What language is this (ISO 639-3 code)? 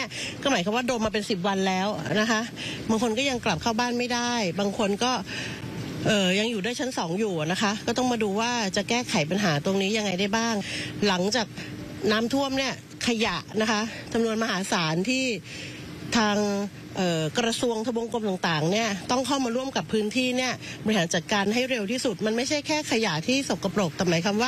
tha